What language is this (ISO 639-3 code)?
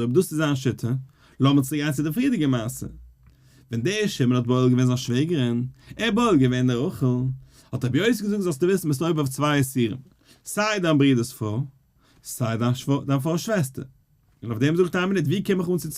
yid